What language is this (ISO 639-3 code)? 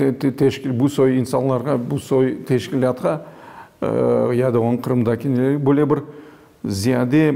crh